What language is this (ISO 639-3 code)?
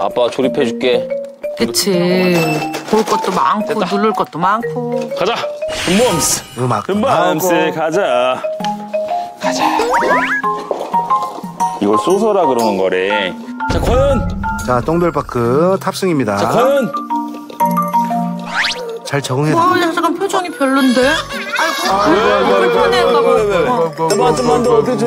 kor